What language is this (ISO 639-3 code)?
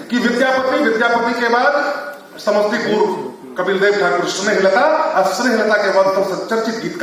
mai